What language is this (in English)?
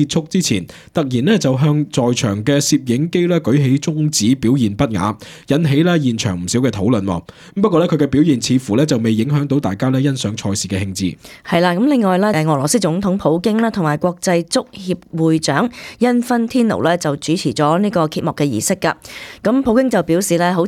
Cantonese